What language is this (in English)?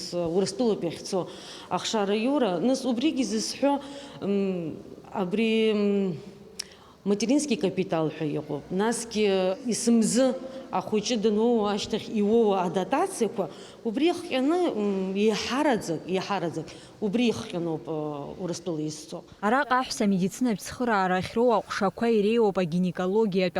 Abkhazian